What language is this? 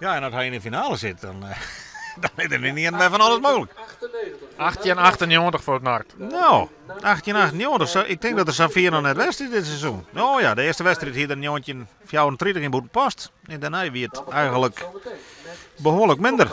Western Frisian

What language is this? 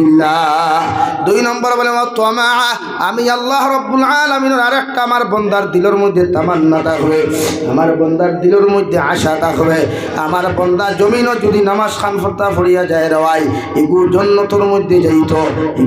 Sylheti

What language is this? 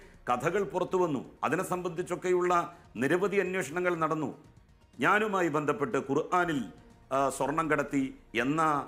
Malayalam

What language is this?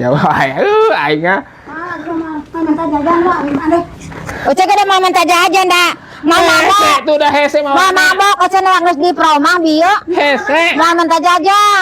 Sundanese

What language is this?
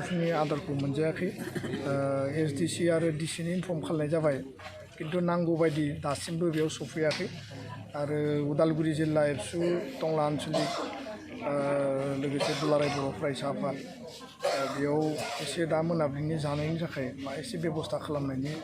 Bodo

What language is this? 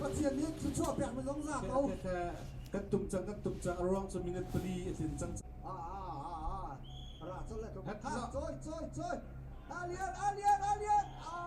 Hakha Chin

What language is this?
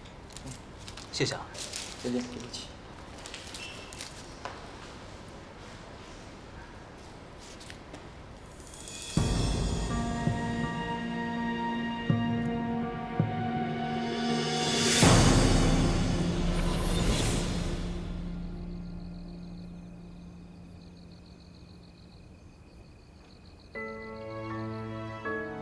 Chinese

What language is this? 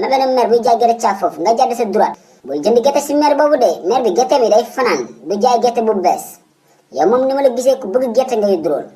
Wolof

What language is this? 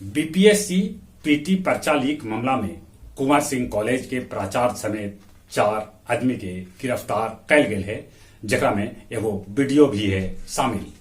Magahi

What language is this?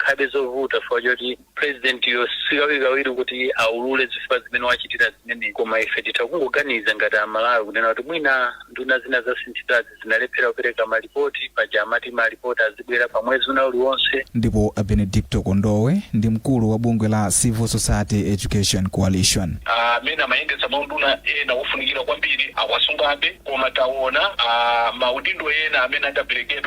Nyanja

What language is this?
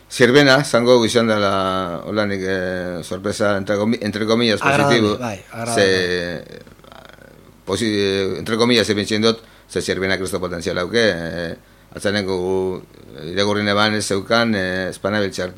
Basque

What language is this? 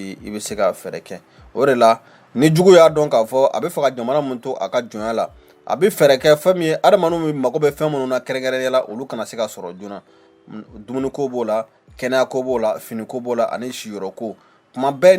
Bambara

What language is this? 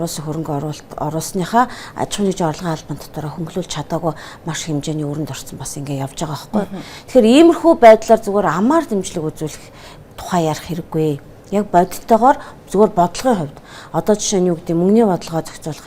Mongolian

